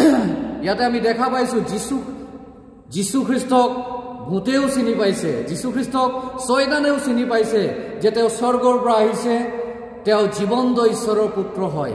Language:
Assamese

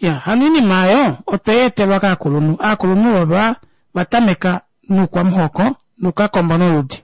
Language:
Kuanyama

